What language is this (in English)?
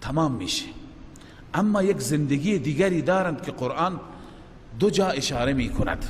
Persian